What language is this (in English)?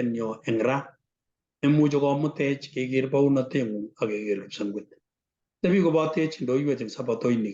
Kalenjin